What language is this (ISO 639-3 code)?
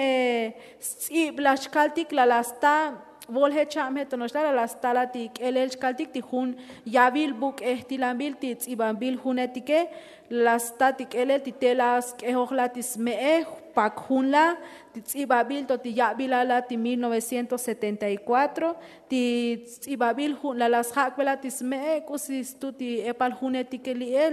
tzo